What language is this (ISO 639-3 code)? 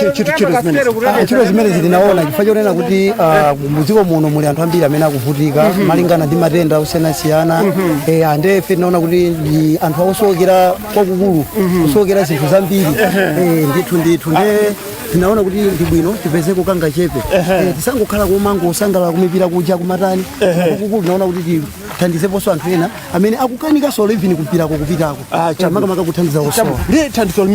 nya